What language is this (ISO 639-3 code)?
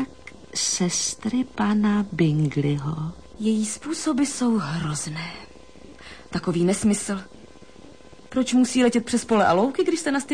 ces